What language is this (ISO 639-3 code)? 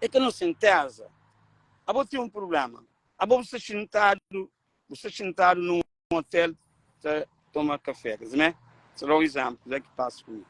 kea